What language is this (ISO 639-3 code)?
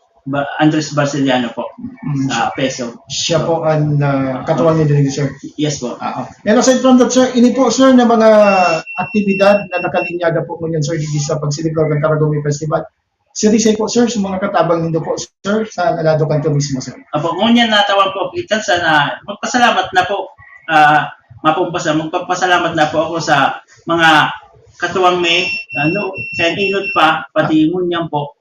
bik